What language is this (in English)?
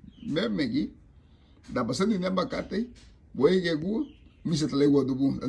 Garifuna